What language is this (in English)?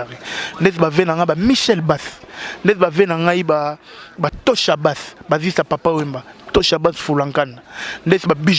Lingala